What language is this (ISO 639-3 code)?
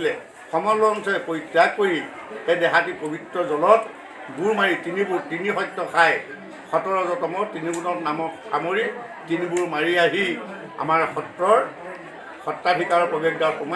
asm